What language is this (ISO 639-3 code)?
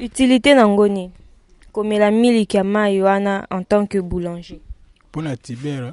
lin